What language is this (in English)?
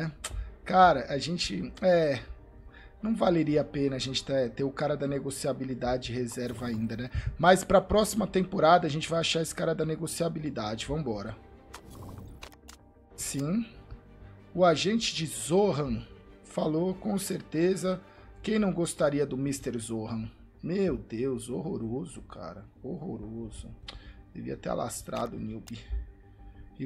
Portuguese